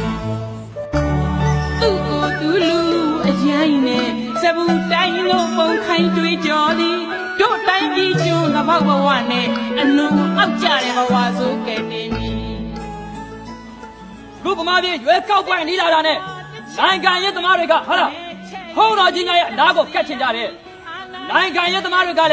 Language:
Burmese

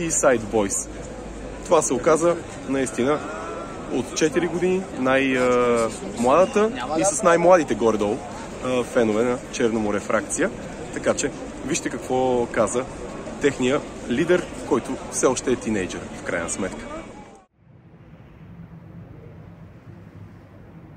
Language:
Bulgarian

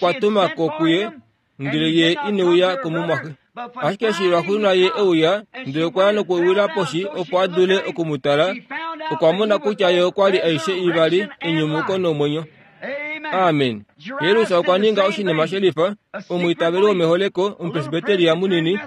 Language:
Kuanyama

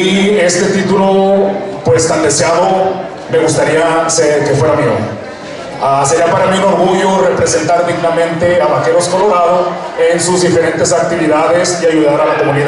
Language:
Spanish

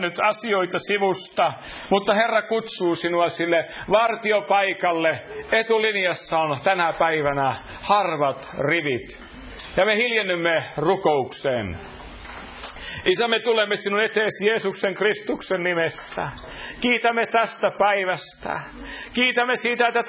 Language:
Finnish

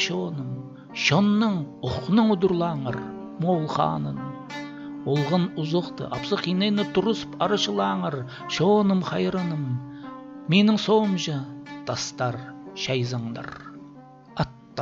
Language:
Khakas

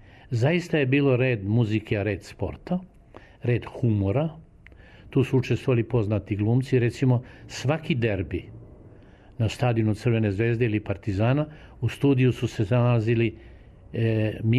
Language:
Serbian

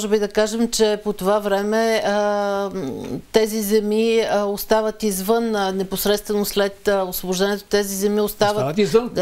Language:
Bulgarian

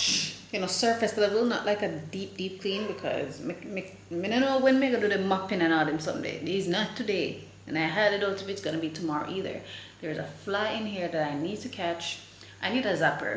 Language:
Jamaican Creole English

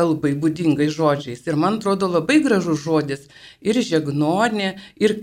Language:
Lithuanian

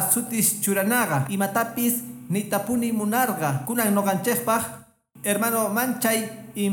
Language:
Quechua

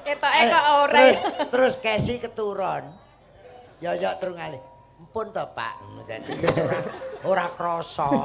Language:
Javanese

